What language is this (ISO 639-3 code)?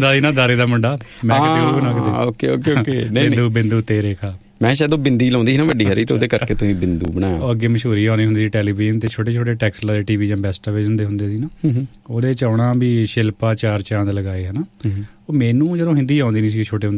pan